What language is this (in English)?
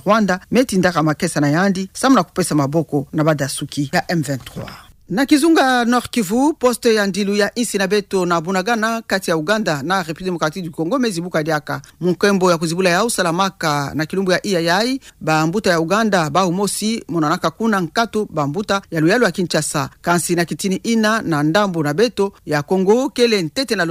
Kituba (Democratic Republic of Congo)